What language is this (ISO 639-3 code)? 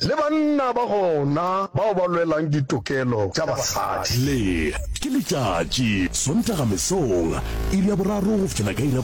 nso